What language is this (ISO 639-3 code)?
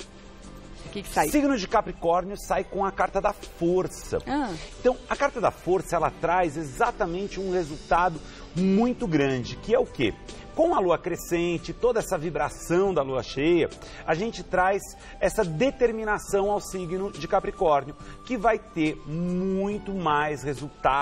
por